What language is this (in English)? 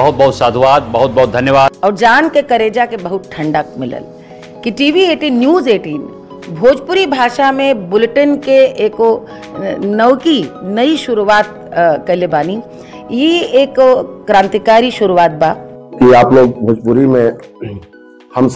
Bhojpuri